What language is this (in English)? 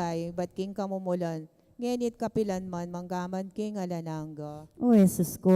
Pampanga